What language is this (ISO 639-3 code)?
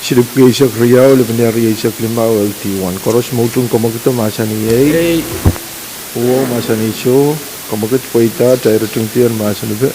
pon